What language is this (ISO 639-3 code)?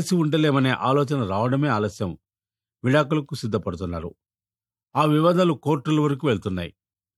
tel